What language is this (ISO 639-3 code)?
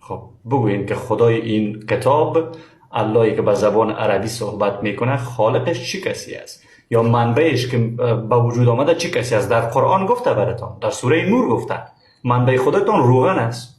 fas